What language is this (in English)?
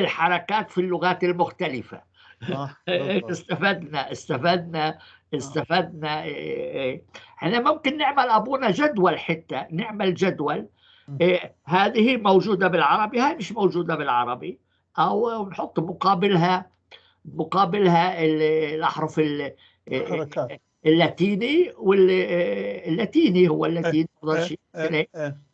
North Levantine Arabic